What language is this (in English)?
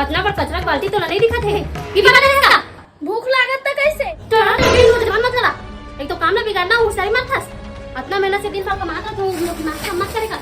Chhattisgarhi